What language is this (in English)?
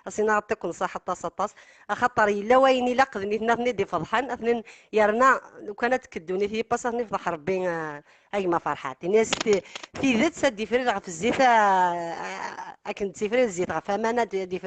Kabyle